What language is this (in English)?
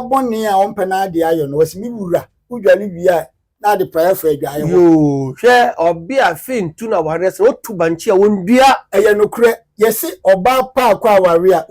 Akan